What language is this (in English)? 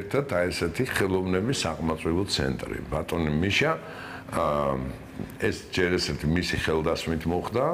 Georgian